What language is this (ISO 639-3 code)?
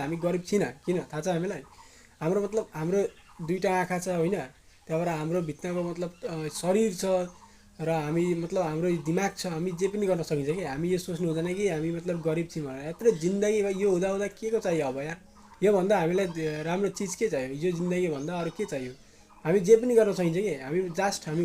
nep